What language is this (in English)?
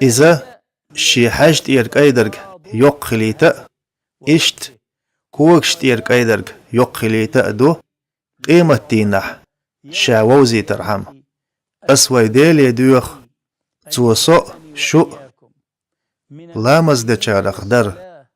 Chechen